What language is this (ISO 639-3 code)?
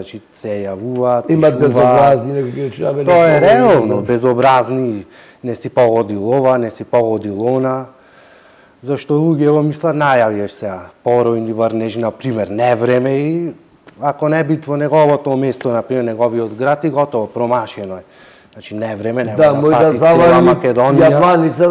mkd